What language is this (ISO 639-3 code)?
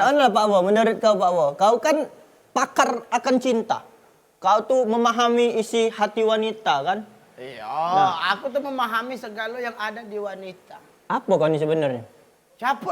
mui